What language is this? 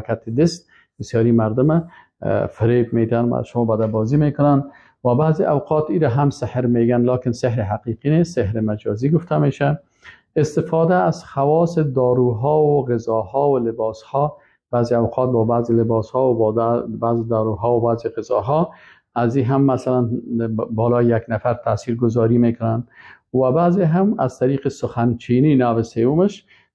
Persian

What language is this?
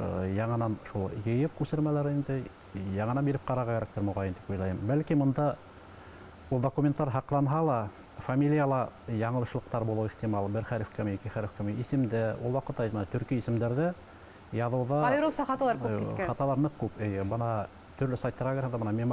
Bashkir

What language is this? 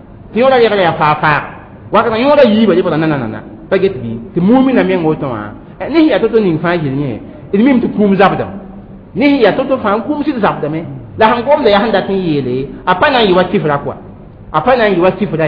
Mossi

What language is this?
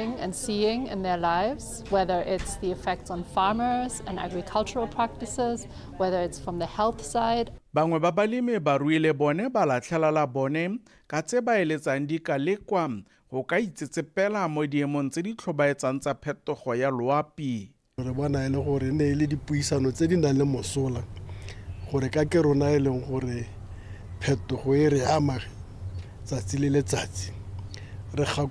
Tswana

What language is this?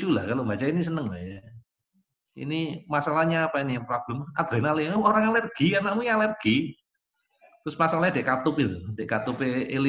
Indonesian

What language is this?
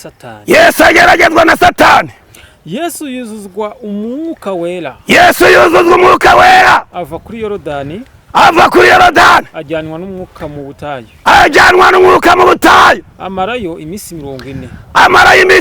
Kinyarwanda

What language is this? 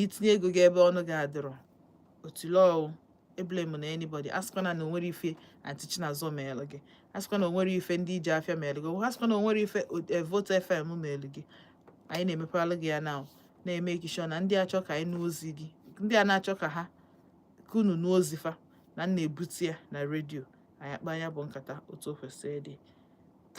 Igbo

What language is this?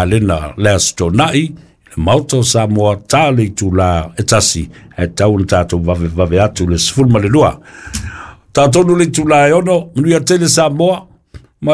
Samoan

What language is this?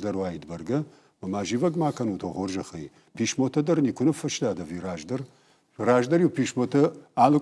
Ossetic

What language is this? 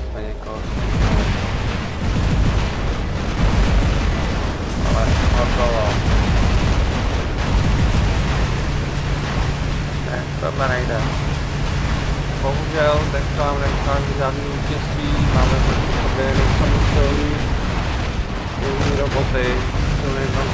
Czech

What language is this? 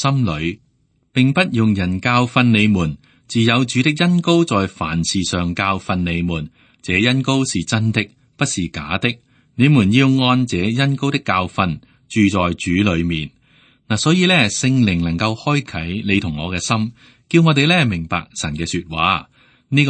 Cantonese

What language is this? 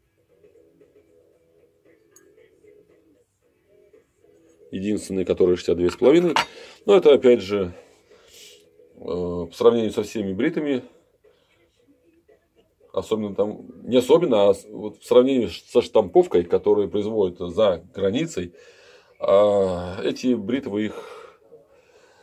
Russian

